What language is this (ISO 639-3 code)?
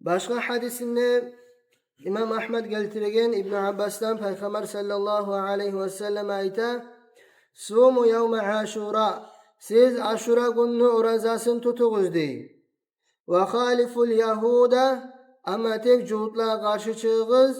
kum